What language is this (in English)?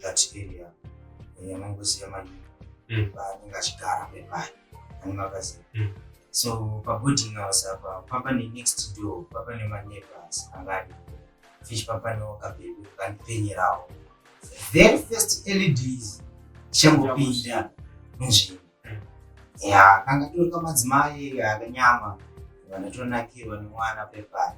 Shona